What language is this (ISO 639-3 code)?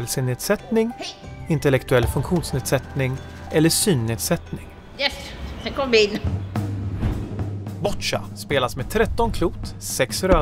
swe